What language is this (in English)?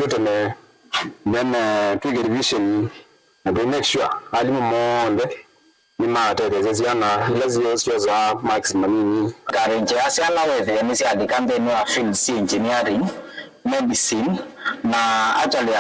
Kamba